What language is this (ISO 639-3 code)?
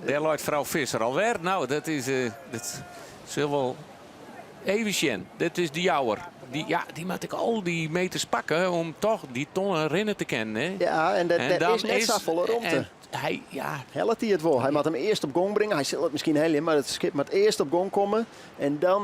fry